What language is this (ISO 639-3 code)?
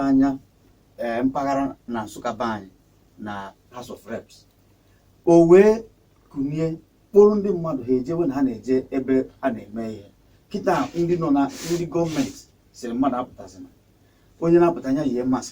ibo